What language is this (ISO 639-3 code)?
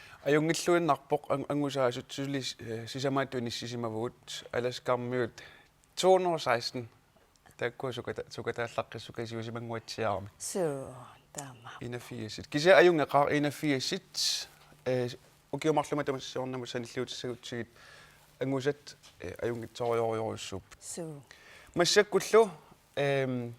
kal